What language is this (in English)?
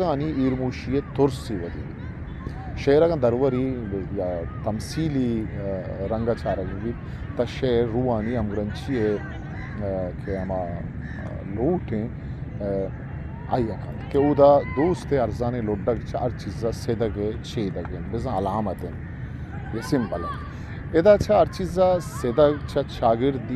Baluchi